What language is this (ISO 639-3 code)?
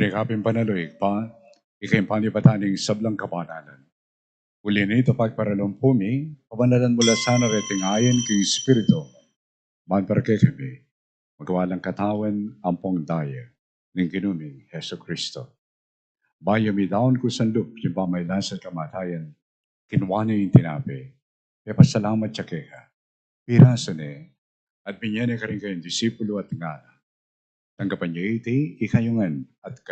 pam